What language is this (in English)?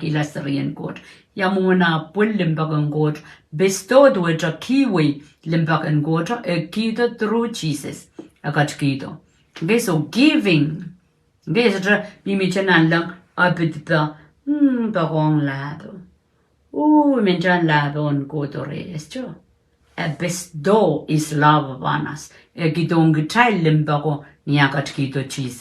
Pohnpeian